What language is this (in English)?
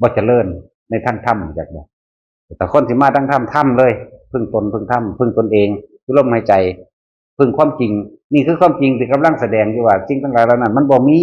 Northeastern Thai